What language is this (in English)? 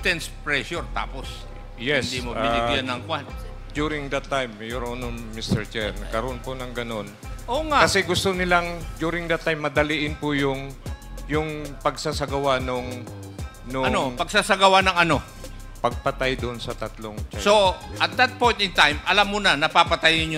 Filipino